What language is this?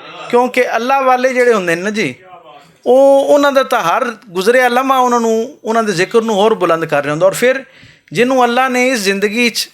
Western Panjabi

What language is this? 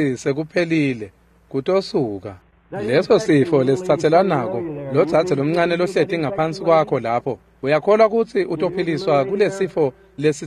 Swati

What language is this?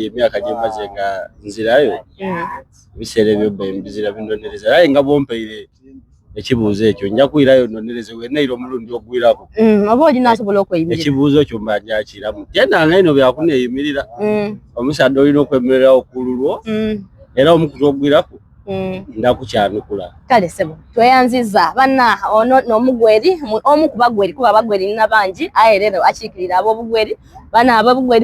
Soga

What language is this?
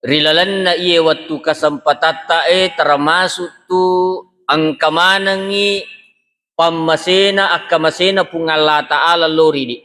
Buginese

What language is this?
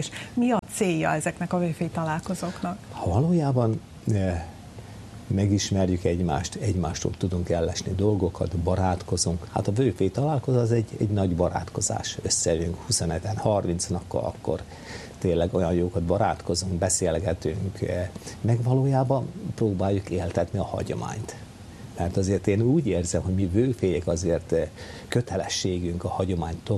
Hungarian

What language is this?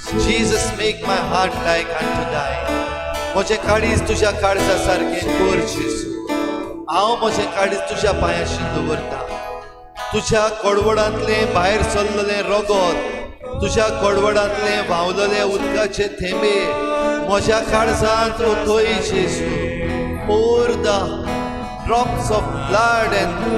Konkani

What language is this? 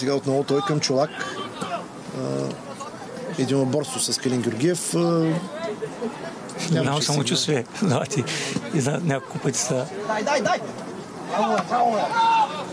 Bulgarian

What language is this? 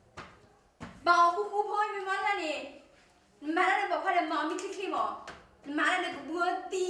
S'gaw Karen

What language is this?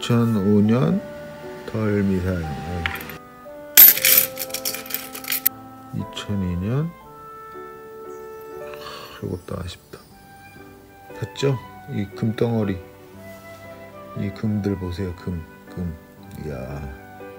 Korean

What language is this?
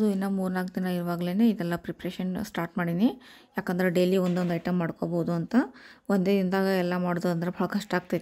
Kannada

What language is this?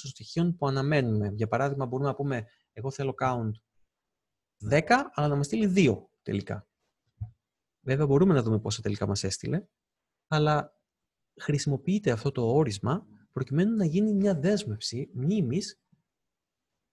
Greek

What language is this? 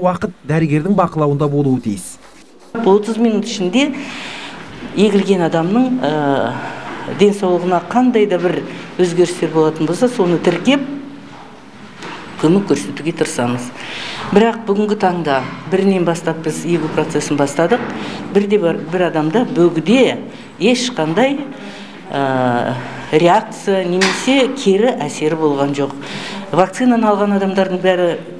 Kazakh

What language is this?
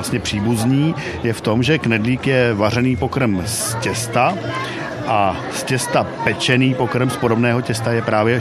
Czech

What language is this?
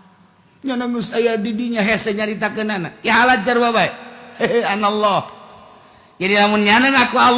Sundanese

